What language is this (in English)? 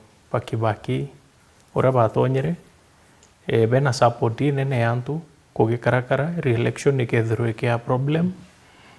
Meru